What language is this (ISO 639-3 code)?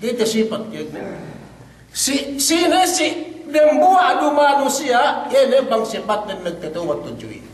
yka